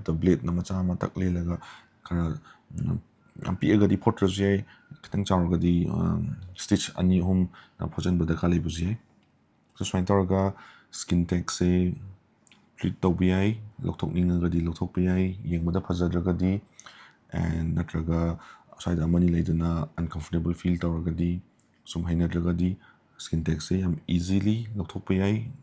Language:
Manipuri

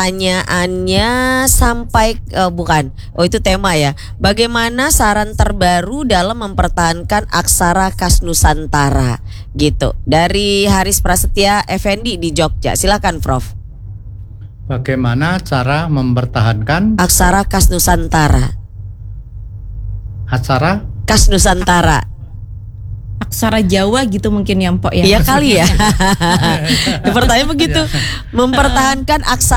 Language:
Indonesian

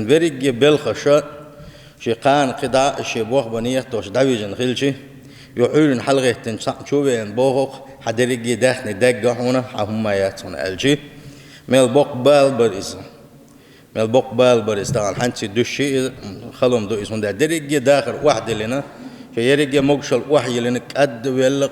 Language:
Chechen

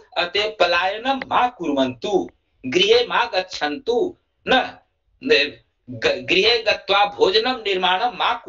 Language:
Sanskrit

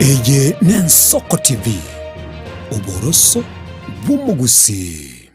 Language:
Gusii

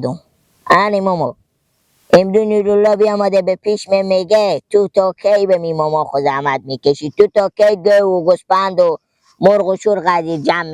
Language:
Persian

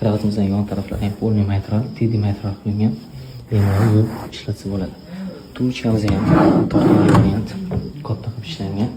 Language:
Uzbek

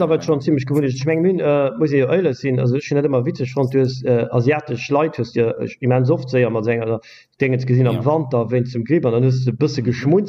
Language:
Luxembourgish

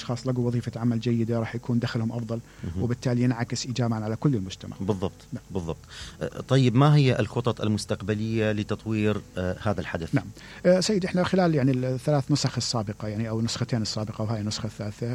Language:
Mesopotamian Arabic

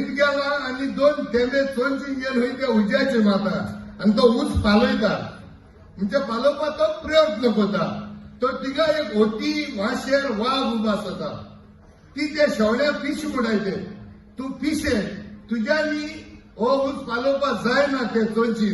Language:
Konkani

